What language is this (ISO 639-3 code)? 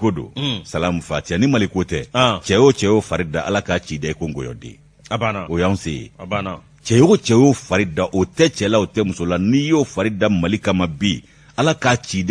bam